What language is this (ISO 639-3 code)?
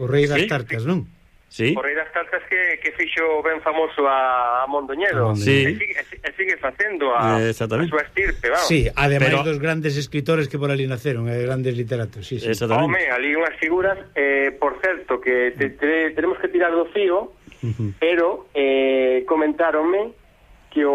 glg